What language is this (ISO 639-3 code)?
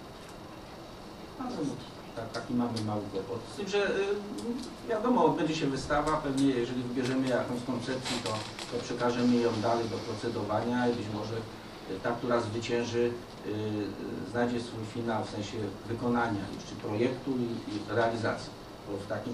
pol